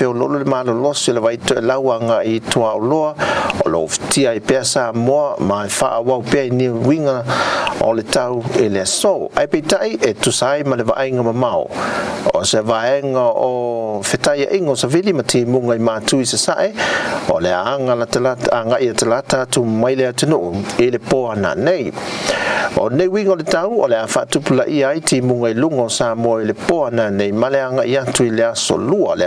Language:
Samoan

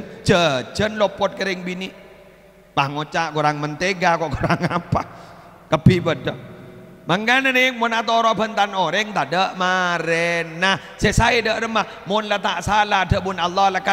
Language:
Madurese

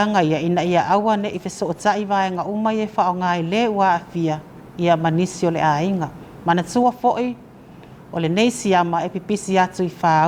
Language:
Samoan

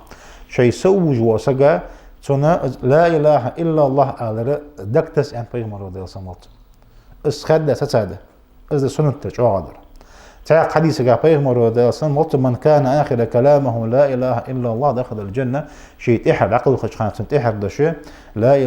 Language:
Ingush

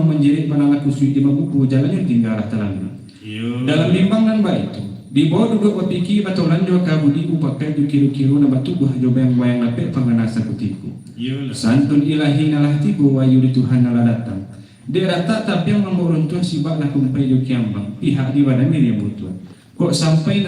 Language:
Minangkabau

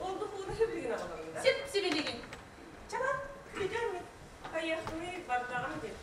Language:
Yakut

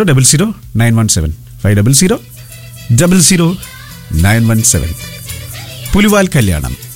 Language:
Malayalam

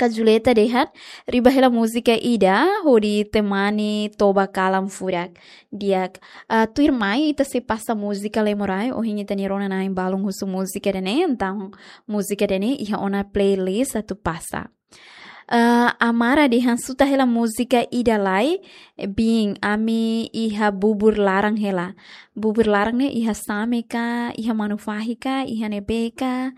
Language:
Tetum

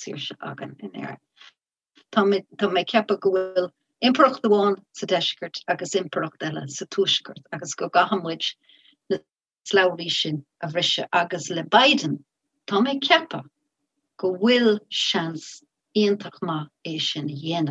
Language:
Irish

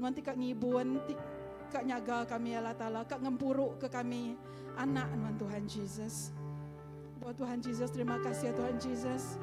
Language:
Iban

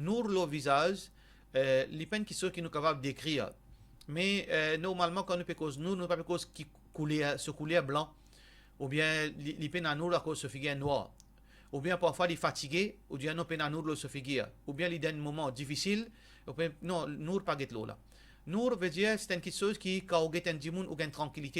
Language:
Morisyen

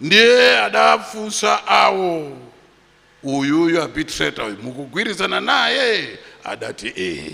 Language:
Nyanja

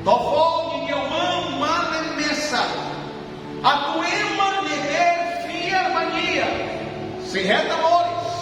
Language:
Tetum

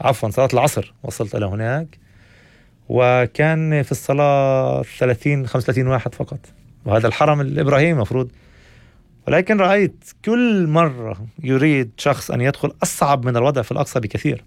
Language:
North Levantine Arabic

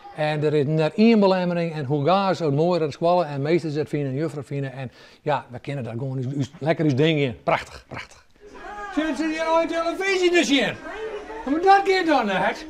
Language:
Western Frisian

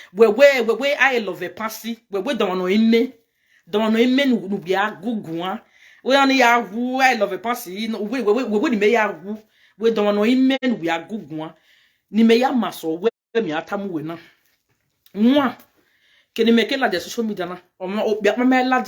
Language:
Nigerian Pidgin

